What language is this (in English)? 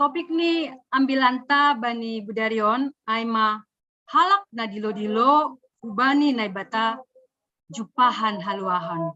Batak Simalungun